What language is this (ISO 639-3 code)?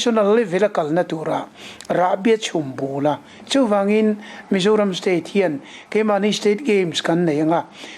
lus